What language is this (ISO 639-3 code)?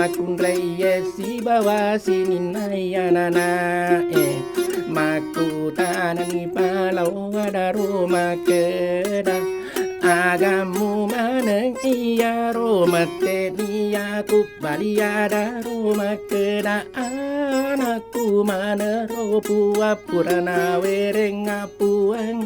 bug